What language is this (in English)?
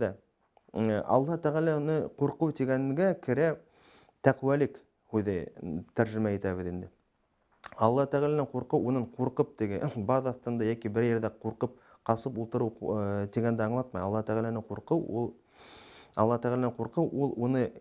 Bashkir